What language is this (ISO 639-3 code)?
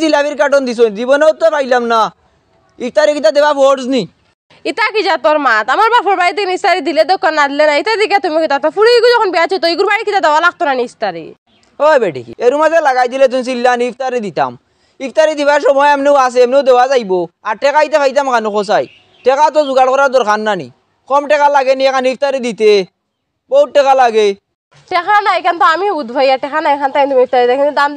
syl